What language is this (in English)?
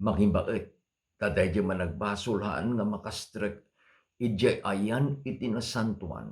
Iloko